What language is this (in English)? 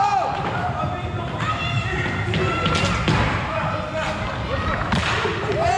French